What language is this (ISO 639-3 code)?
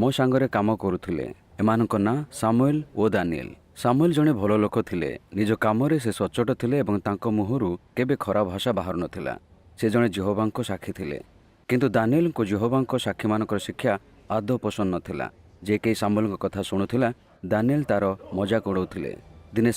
ori